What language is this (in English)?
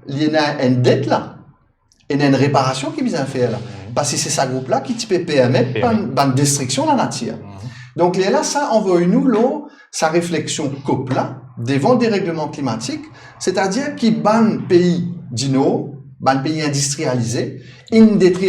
Morisyen